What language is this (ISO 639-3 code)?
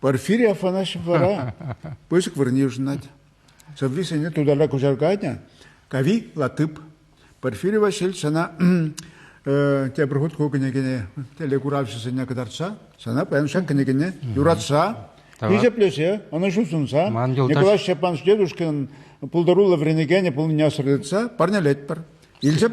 chv